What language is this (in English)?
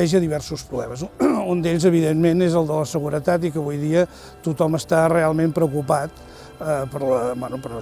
Catalan